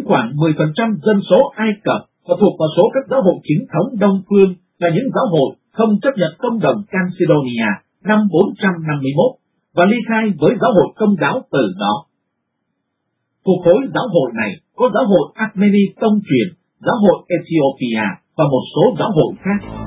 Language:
Vietnamese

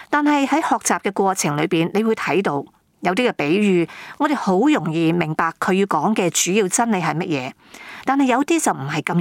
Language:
Cantonese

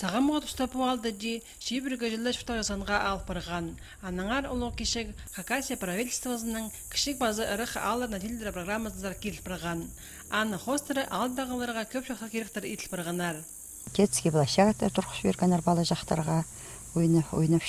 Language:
Khakas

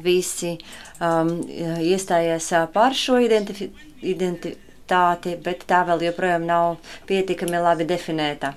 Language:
Latvian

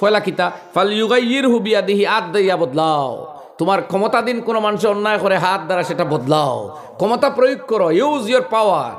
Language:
Sylheti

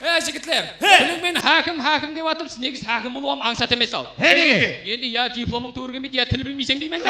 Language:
Kara-Kalpak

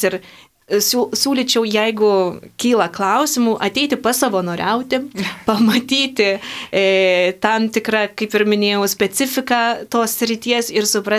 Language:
Lithuanian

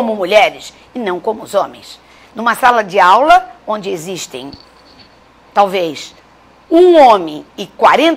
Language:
Portuguese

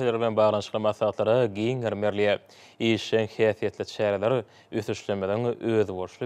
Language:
Turkmen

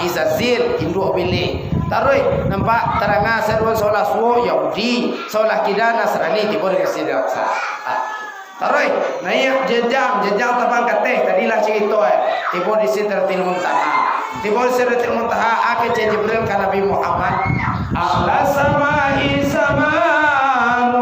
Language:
Minangkabau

